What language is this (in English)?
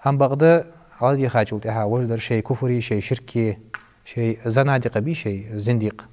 Ingush